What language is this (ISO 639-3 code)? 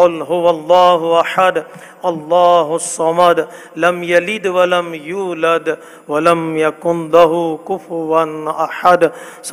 urd